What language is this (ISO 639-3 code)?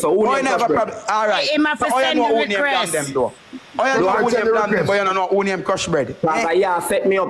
jam